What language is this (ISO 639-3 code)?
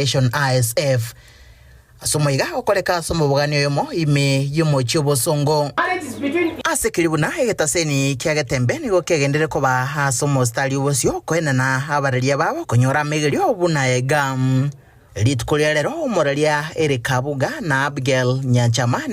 guz